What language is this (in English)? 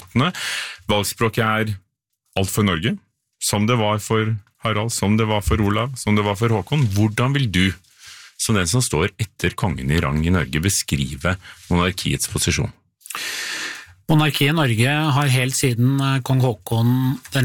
Norwegian